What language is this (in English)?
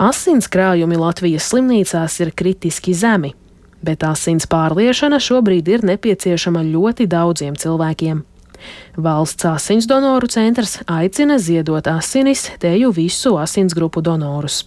Latvian